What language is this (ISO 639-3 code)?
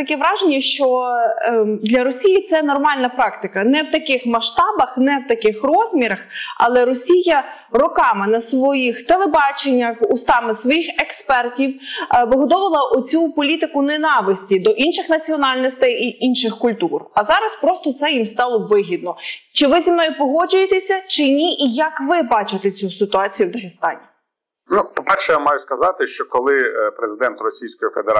ukr